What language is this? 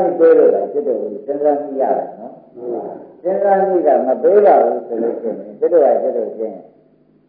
Burmese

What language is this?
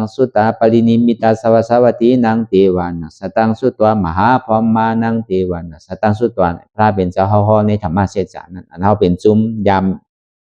Shan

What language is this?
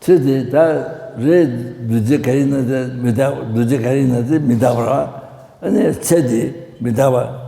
Tibetan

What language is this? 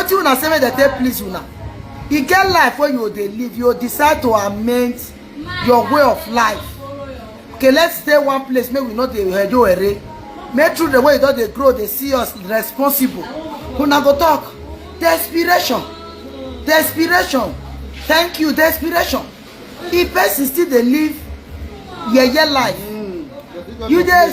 Nigerian Pidgin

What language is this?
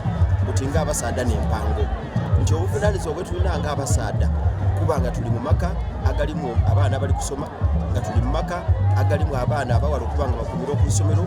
Soga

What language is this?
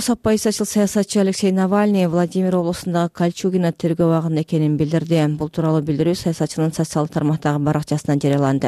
Kyrgyz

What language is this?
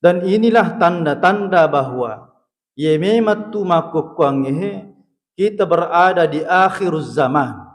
Buginese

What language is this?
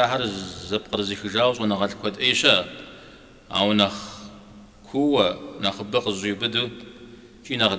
Kabardian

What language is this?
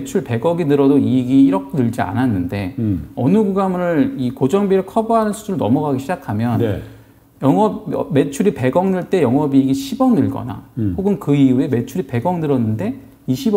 Korean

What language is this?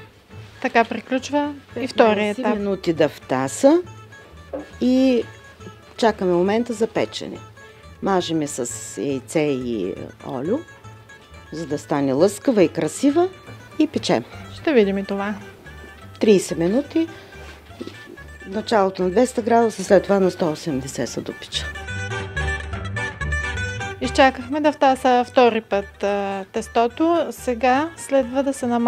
Bulgarian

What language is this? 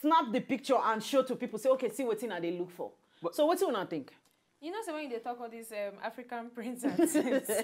Nigerian Pidgin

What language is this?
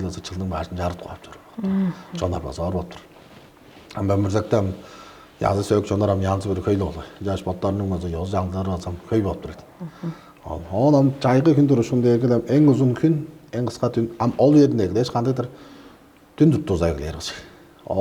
Tuvinian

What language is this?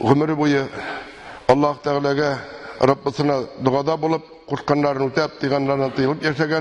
Tatar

